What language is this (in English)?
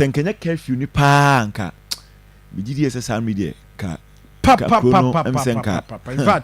Akan